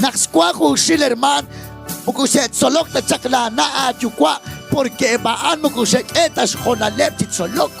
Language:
Kekchí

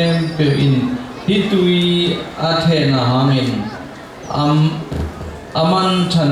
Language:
Tedim Chin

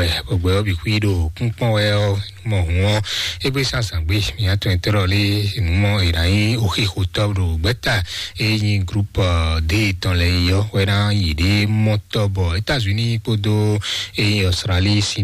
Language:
Fon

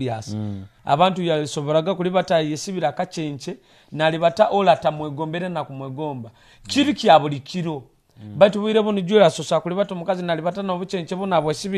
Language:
Nyoro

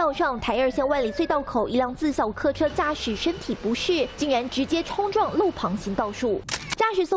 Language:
Chinese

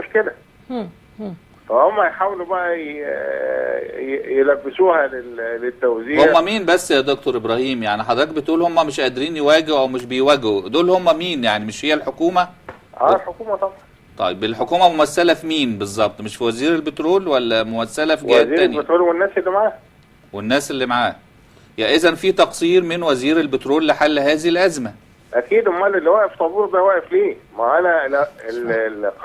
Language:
Egyptian Arabic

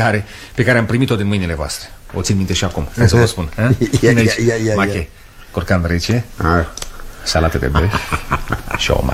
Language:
Romanian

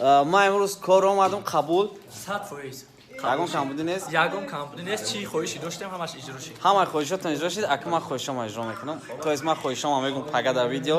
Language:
Tajik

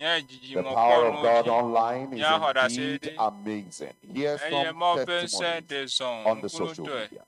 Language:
Ewe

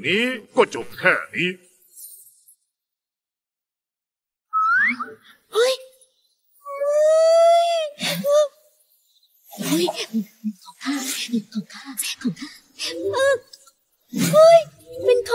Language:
Thai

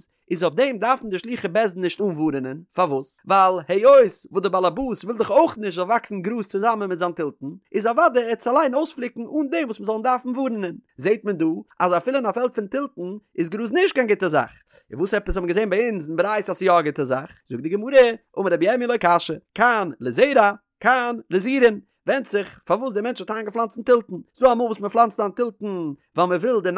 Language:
Yiddish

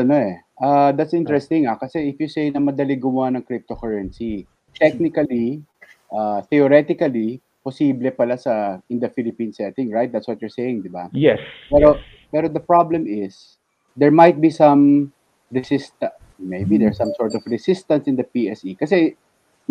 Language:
Filipino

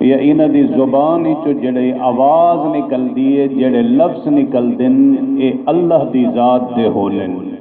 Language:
Saraiki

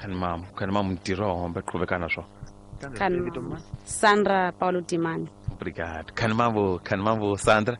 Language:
Tsonga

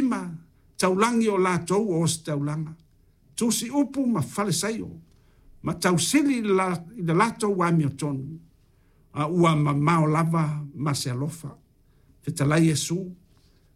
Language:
Samoan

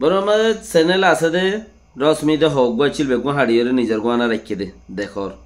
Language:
Rohingya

